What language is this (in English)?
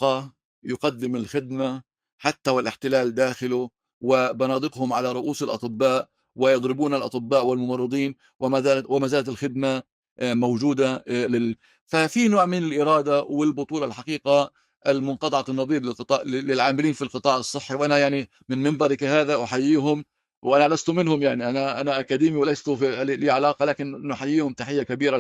North Levantine Arabic